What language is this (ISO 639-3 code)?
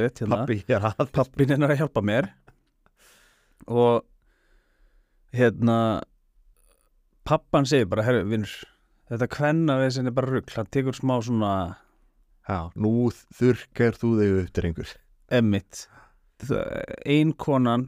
isl